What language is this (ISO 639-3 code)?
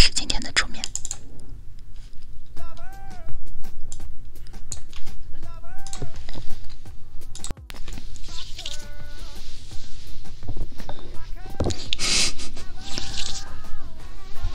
zho